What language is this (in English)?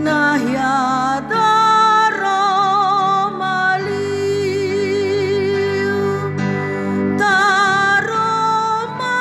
Nias